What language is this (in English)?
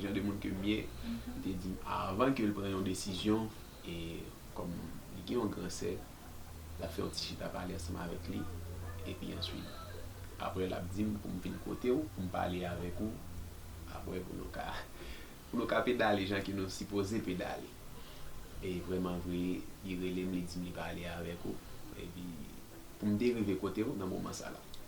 Haitian Creole